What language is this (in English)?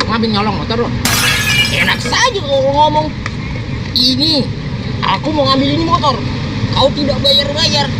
Betawi